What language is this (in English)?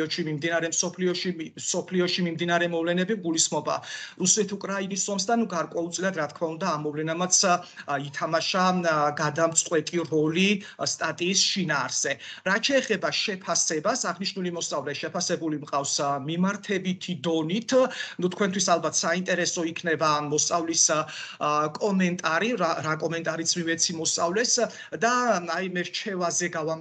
Georgian